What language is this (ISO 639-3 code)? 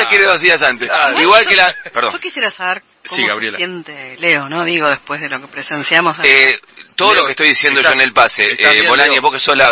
spa